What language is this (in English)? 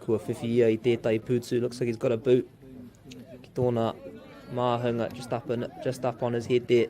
Māori